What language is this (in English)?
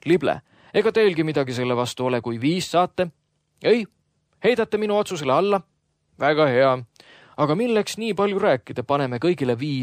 Estonian